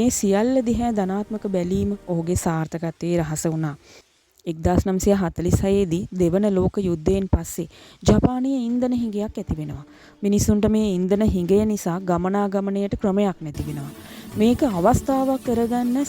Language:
Sinhala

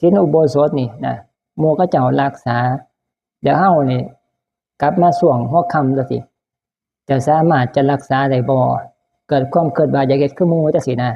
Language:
Northeastern Thai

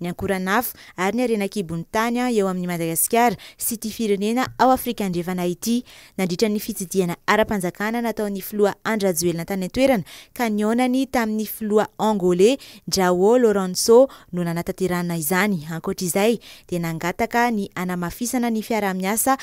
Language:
Malagasy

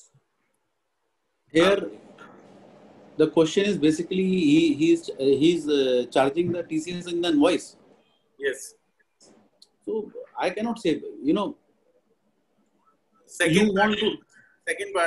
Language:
English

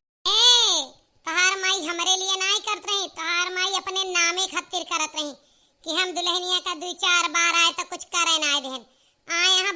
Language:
Awadhi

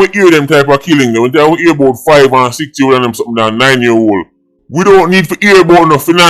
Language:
Jamaican Creole English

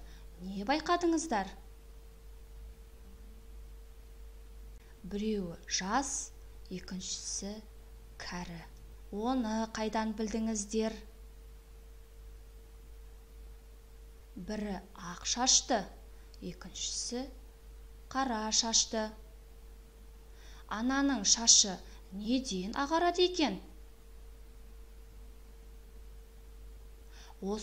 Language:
Kazakh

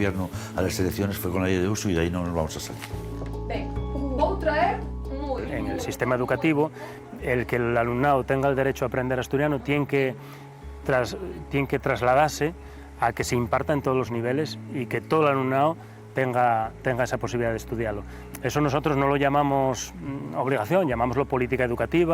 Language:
Asturian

